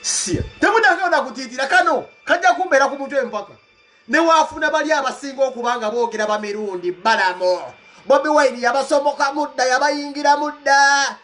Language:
Ganda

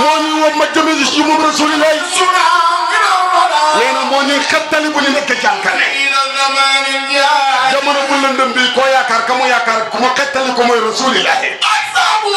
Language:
Wolof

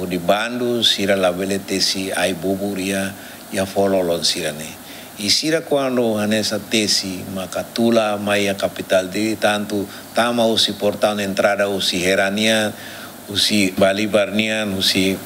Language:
Tetum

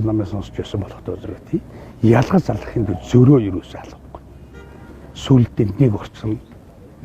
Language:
Mongolian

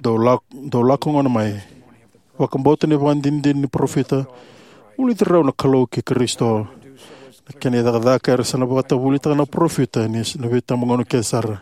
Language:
Fijian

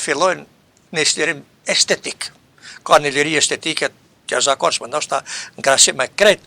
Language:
Albanian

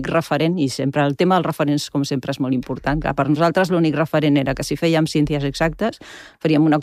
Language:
Catalan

